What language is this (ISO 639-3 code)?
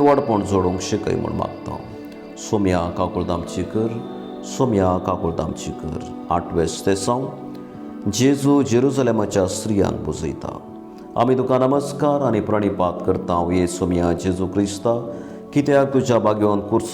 kok